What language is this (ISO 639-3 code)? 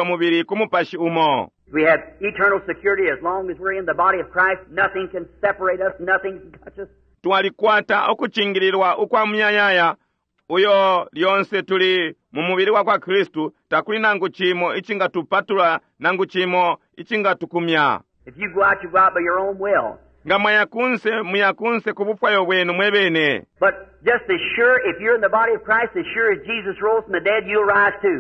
bem